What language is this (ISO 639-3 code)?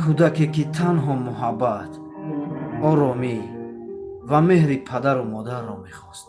tgk